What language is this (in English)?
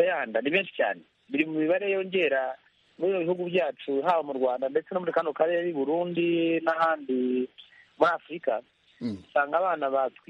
Kinyarwanda